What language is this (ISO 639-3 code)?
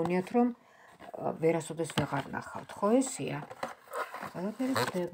kat